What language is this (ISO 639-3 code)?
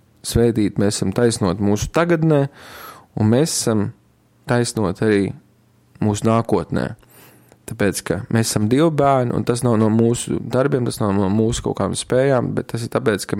lav